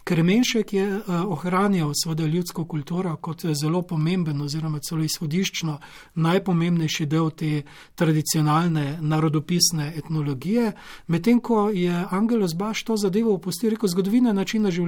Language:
Slovenian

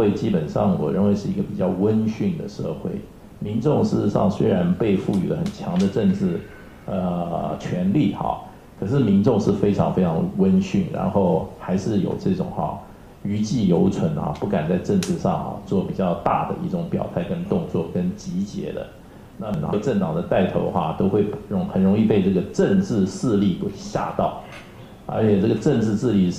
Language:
Chinese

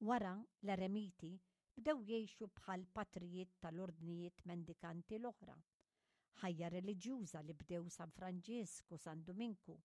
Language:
Maltese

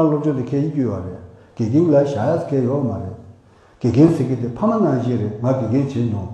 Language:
Tibetan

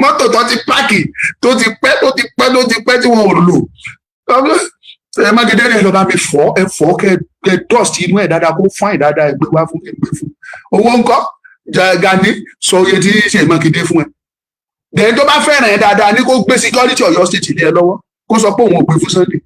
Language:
Yoruba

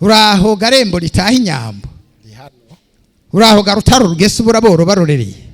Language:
Rundi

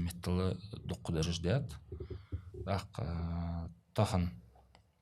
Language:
Ingush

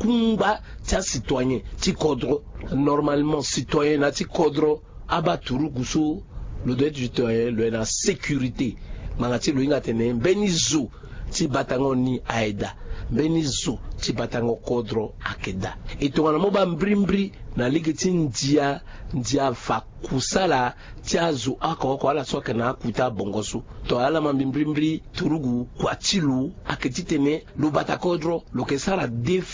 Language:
Sango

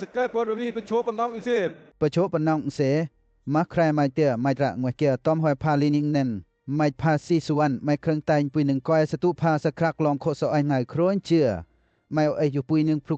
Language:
Western Lawa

